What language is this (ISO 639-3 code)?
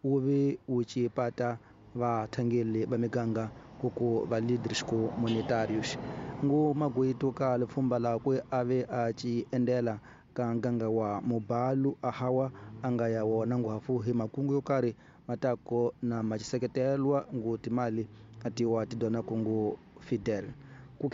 tso